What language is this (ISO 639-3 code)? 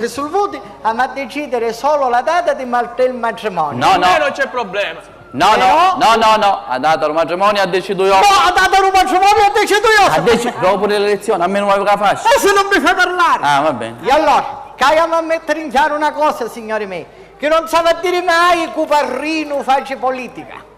scn